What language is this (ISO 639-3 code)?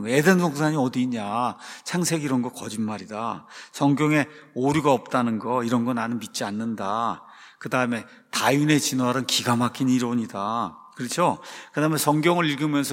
kor